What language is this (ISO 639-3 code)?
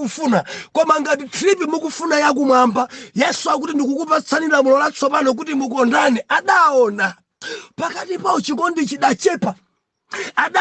nya